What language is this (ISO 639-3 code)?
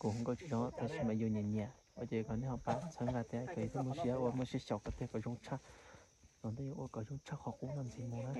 hmn